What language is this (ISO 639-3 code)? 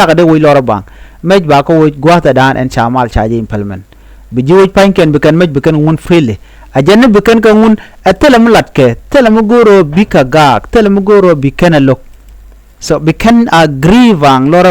nus